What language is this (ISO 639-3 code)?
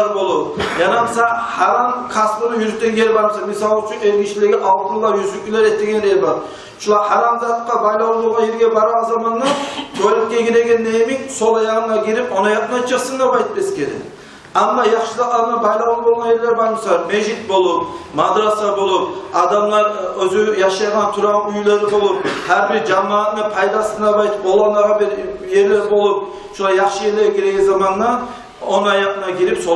kum